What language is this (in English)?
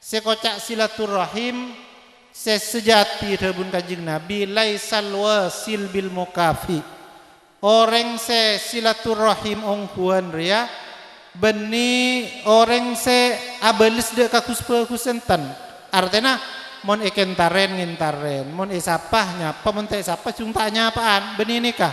Madurese